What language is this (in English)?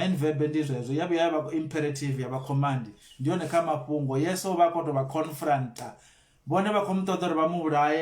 Venda